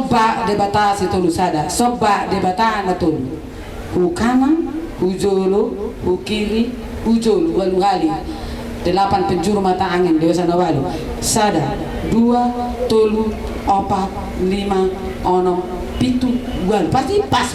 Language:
Batak Toba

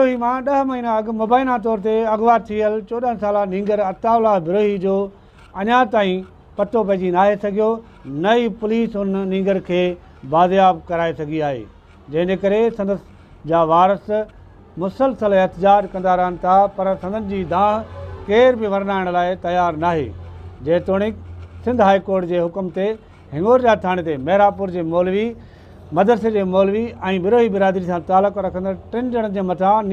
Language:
Sindhi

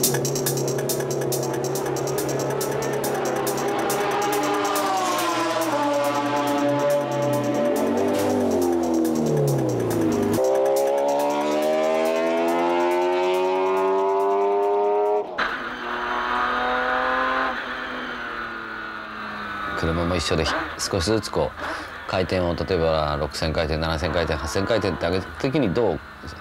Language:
Japanese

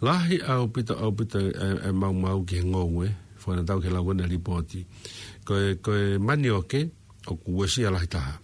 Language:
Tongan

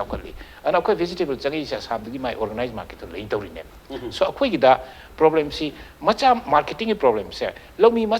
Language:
Manipuri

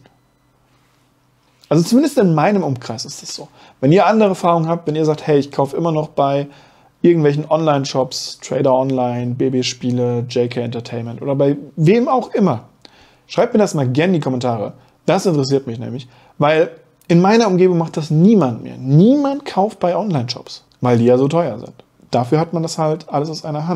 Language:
German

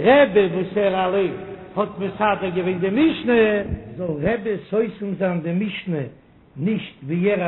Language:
Yiddish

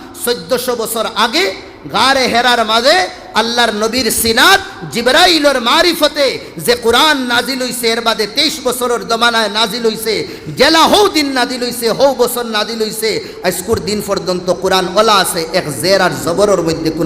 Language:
Sylheti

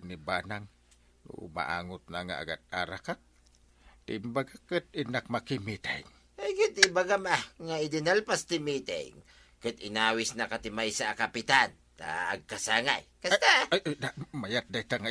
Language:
Iloko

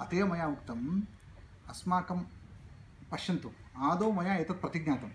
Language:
Sanskrit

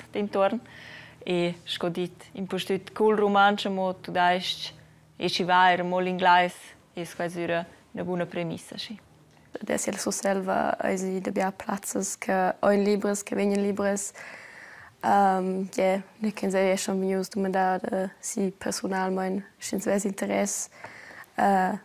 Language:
Romansh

